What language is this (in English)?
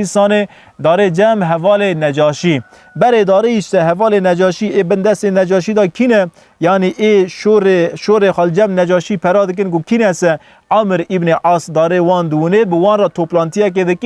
Kurdish